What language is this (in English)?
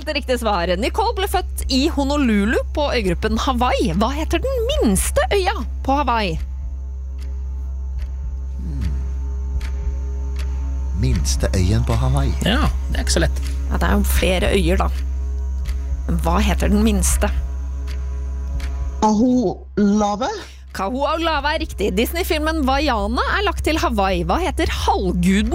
Norwegian